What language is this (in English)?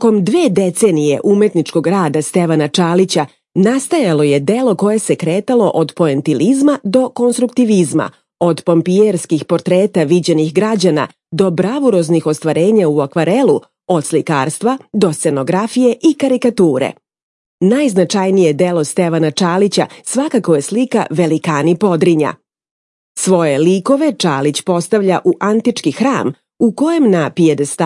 Serbian